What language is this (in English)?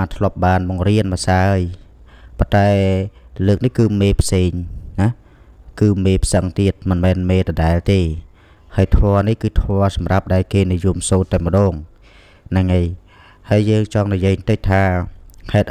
Khmer